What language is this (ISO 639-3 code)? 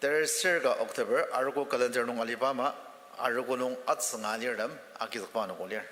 njo